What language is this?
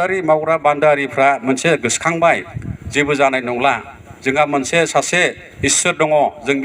Bodo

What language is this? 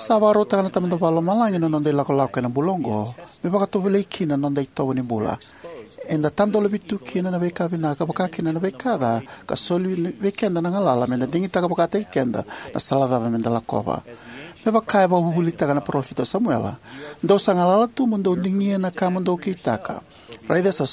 Fijian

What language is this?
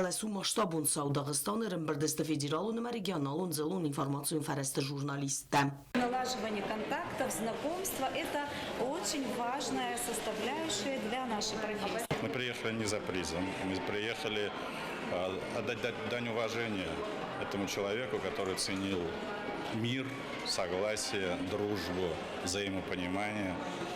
Ossetic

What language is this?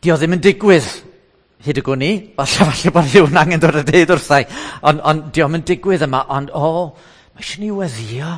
Welsh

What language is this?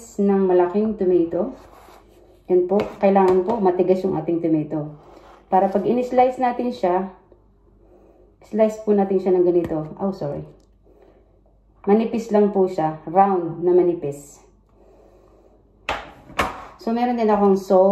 Filipino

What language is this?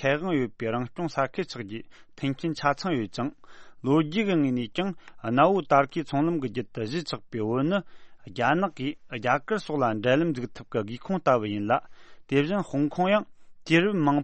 Tibetan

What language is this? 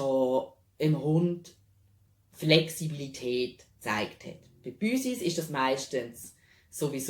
Swiss German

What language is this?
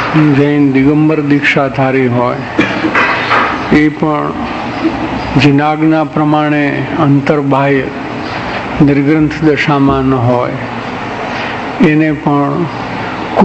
Gujarati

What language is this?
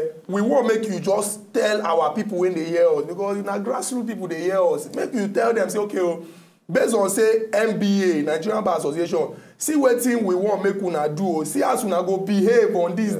Nigerian Pidgin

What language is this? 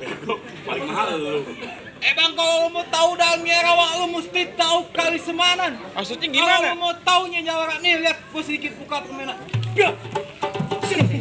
Betawi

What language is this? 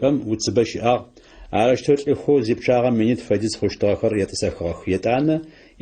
Adyghe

